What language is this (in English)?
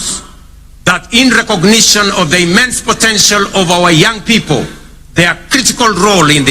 Gusii